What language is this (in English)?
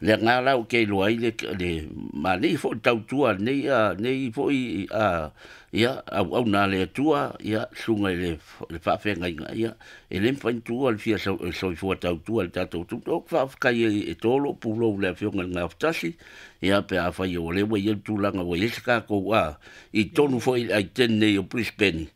Samoan